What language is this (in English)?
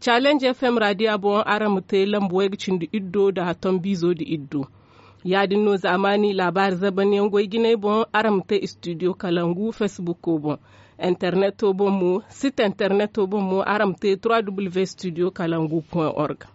Zarma